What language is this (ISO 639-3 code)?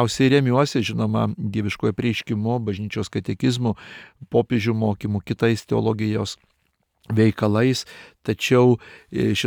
lit